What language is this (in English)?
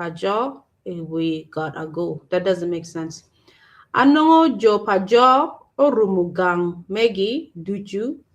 Acoli